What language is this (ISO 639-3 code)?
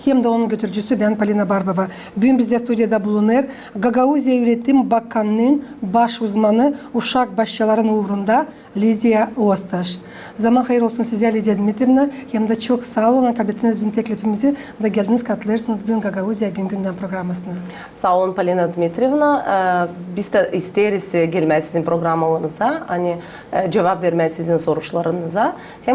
gag